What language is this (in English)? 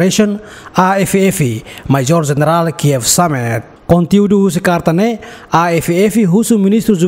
Tetum